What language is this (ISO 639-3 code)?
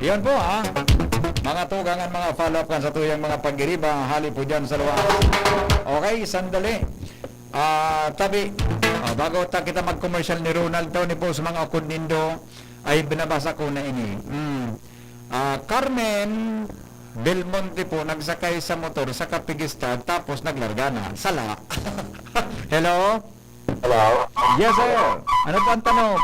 bik